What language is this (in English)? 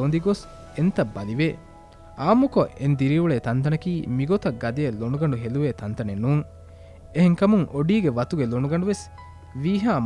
Divehi